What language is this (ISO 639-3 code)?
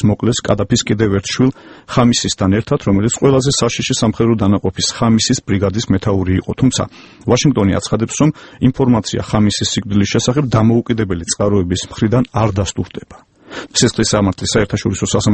kat